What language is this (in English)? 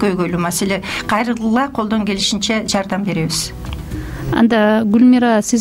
Kyrgyz